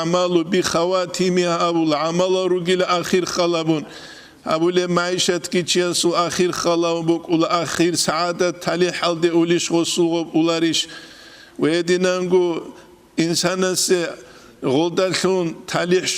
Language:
Avaric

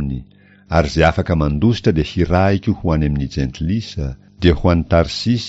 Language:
Malagasy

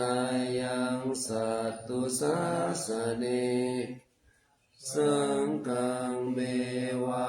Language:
Pali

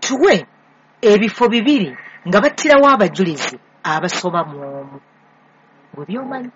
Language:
Ganda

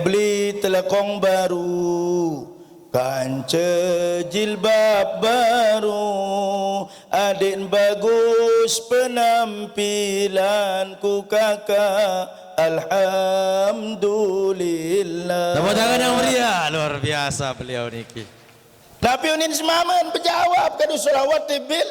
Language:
Sasak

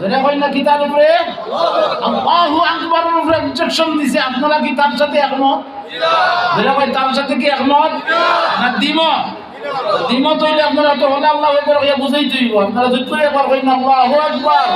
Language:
Sylheti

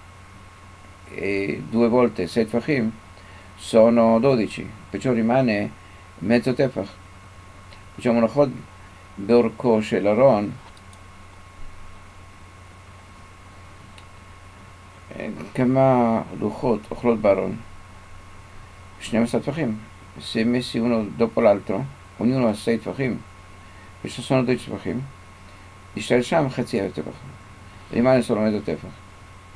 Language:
Italian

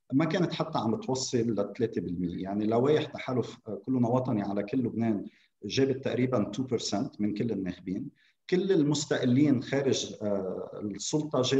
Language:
North Levantine Arabic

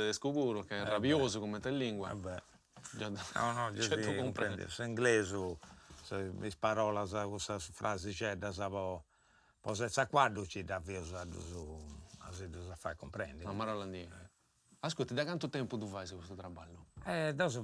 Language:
Sardinian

